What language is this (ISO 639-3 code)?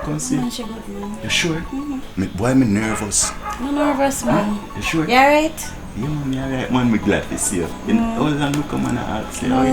jam